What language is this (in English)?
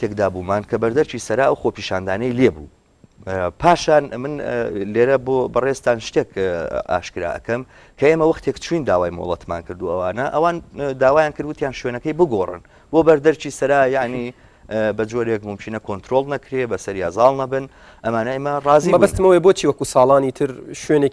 Central Kurdish